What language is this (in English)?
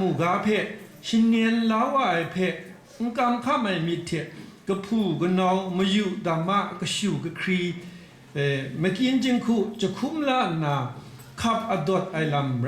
Kachin